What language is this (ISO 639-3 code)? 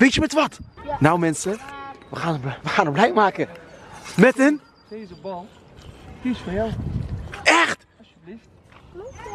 nld